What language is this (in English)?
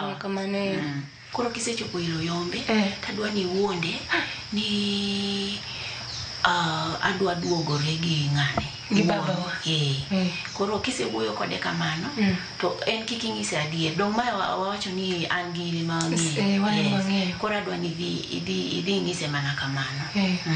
Luo (Kenya and Tanzania)